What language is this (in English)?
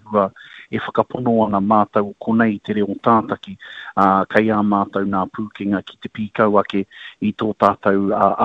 Māori